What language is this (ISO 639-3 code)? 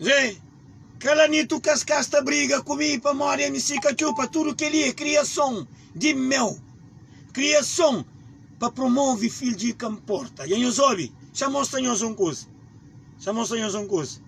kea